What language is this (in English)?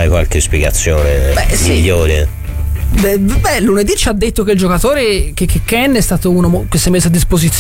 Italian